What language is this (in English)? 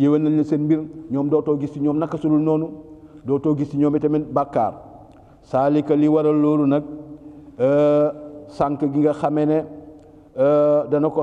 Wolof